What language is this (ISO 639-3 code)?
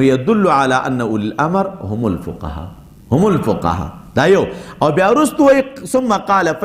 pus